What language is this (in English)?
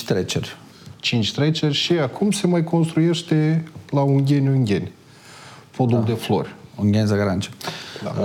Romanian